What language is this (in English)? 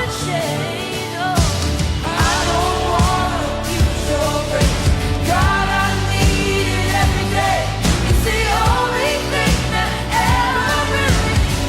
S'gaw Karen